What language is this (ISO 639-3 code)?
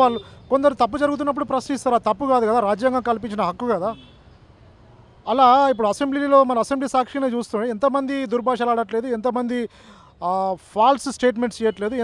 tel